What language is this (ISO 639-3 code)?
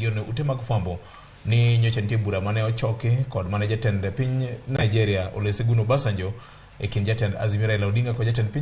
luo